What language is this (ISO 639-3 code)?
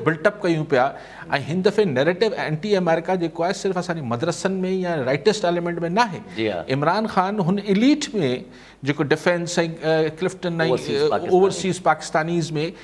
snd